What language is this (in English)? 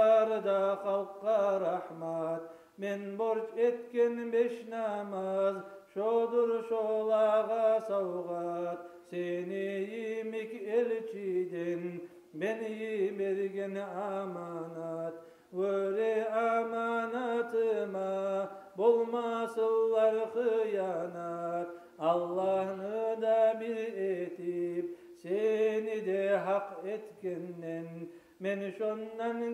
Kumyk